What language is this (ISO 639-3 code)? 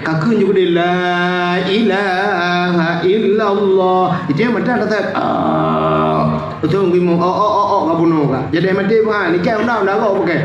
ace